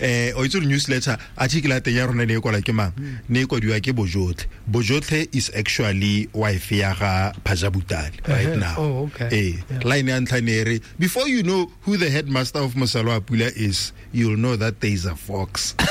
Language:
Tswana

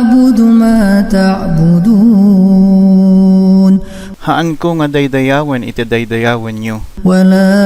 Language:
Iloko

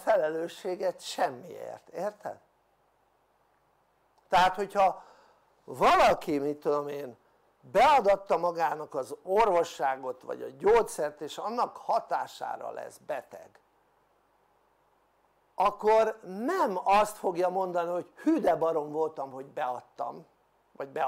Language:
Hungarian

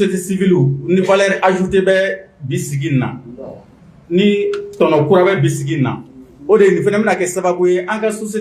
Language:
Bambara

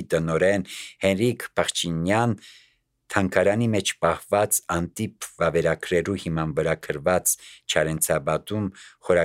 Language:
Armenian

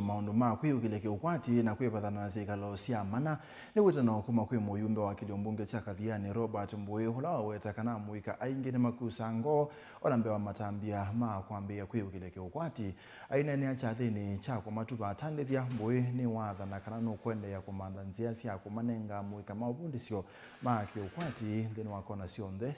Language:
Kamba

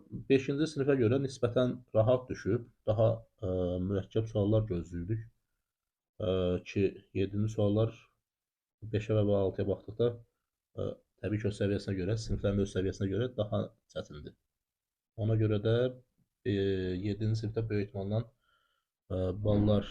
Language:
Azerbaijani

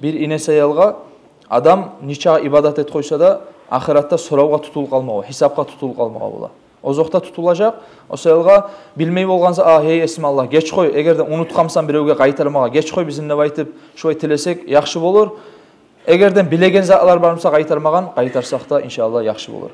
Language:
Kumyk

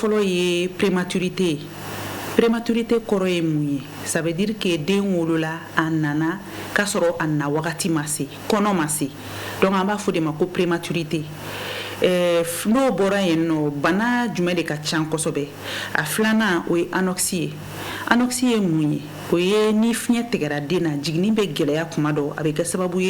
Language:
Bambara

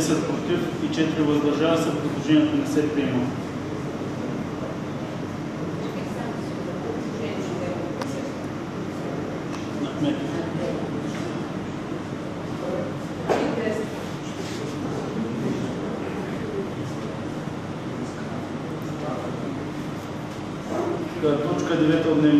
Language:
Bulgarian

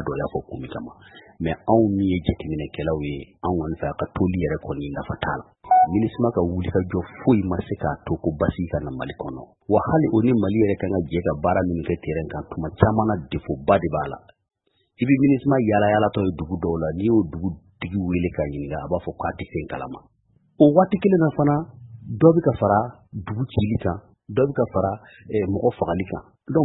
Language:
Bambara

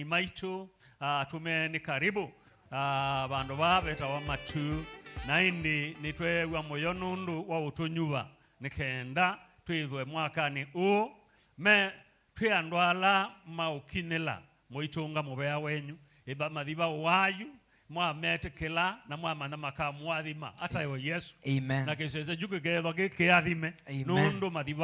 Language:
Kamba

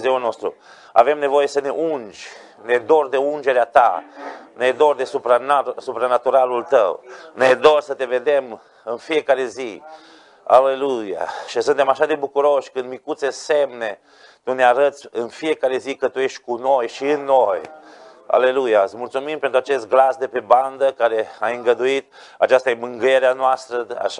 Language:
Romanian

